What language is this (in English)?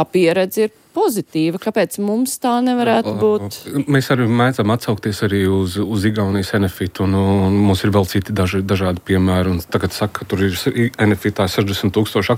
Latvian